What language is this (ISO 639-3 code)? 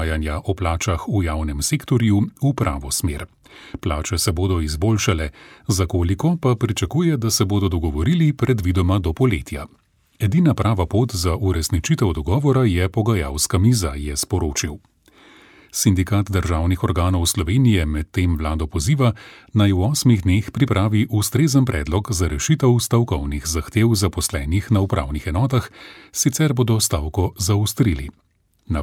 slv